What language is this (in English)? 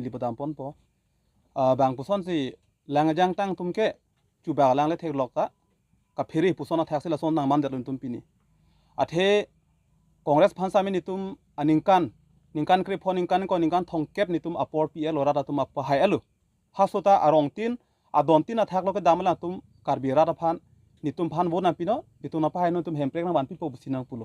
Karbi